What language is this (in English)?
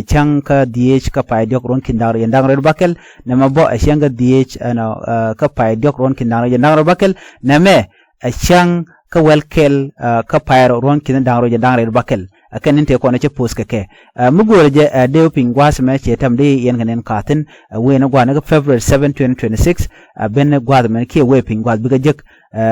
Nuer